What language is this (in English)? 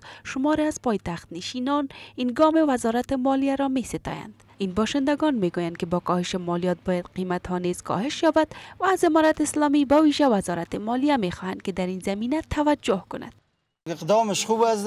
Persian